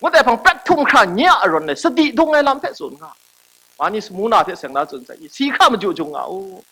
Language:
Kachin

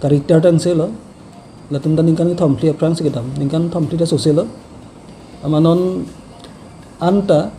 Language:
Karbi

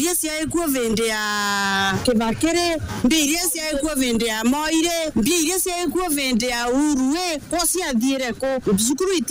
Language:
Meru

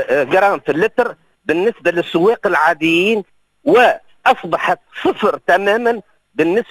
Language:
Tunisian Arabic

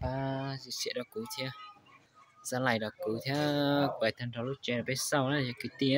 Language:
Hmong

